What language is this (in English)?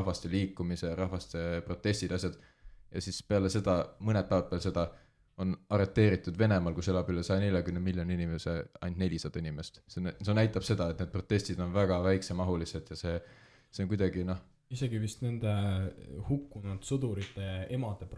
Estonian